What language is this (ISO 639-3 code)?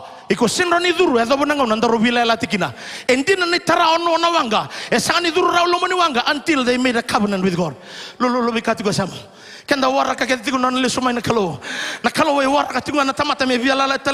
fij